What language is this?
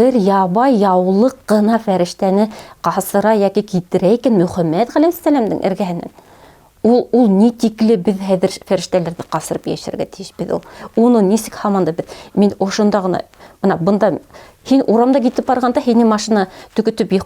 Bashkir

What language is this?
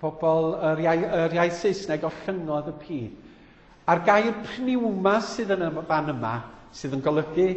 Welsh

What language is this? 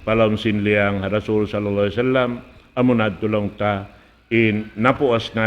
Tausug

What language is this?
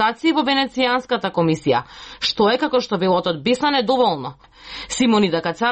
Macedonian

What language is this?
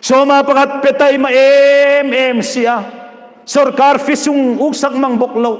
Hmar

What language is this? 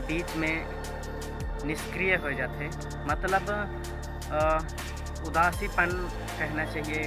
Chhattisgarhi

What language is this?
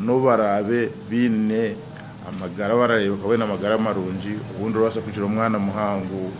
Nyankole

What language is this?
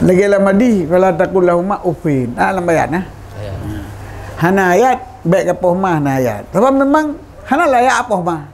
Achinese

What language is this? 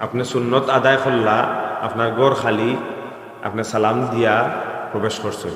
Sylheti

